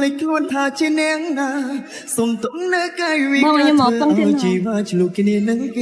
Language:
Khmer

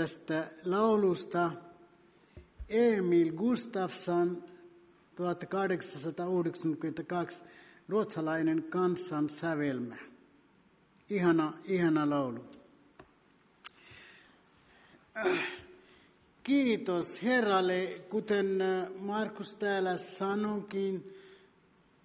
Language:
Finnish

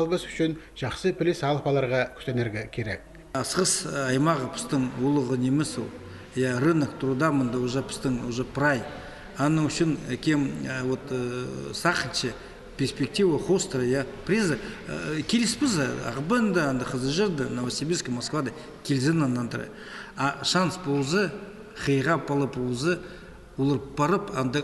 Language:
Khakas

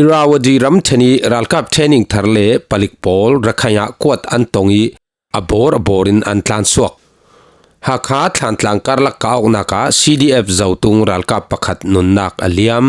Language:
Falam Chin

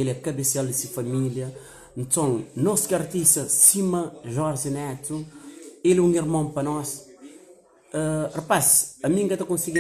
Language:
Kabuverdianu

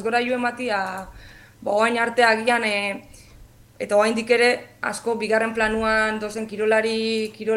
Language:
Basque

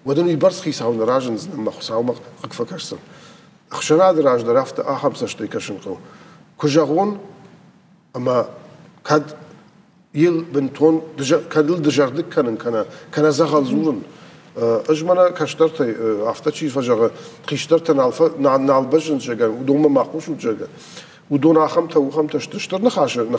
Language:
Ossetic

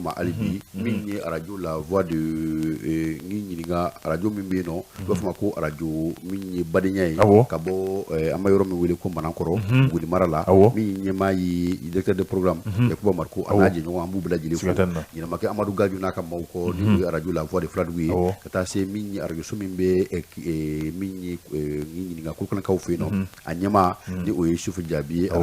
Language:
Bambara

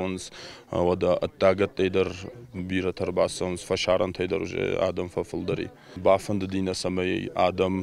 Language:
Ossetic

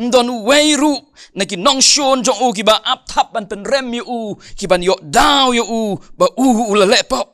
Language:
Khasi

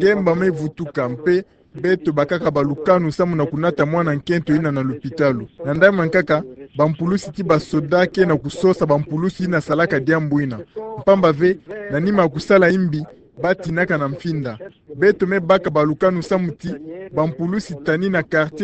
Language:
Kituba (Democratic Republic of Congo)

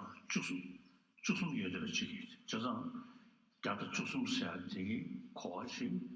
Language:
Tibetan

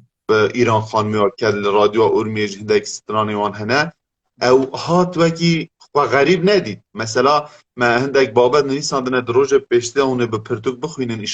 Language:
Kurdish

